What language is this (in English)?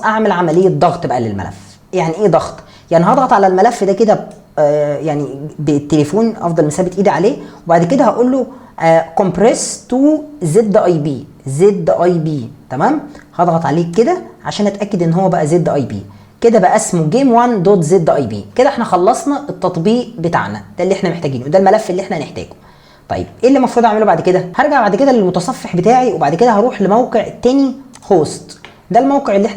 Egyptian Arabic